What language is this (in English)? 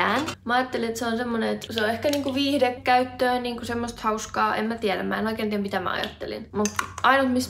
Finnish